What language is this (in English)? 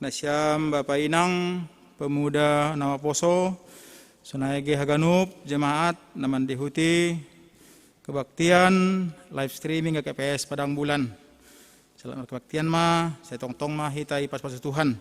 Batak Simalungun